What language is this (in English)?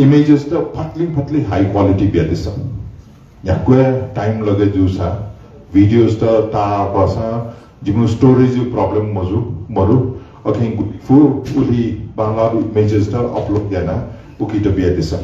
Newari